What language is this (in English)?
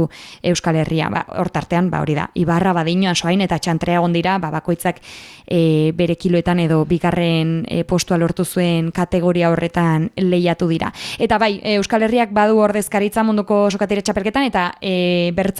Basque